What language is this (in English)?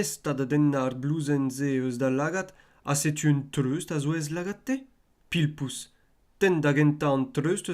Breton